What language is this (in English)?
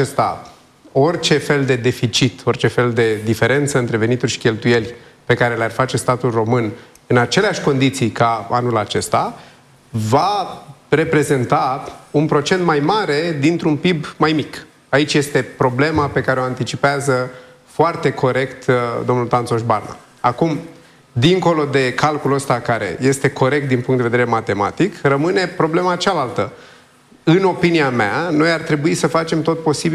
Romanian